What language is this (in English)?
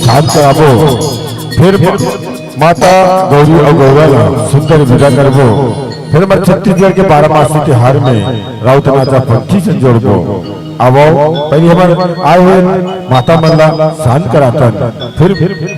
Chhattisgarhi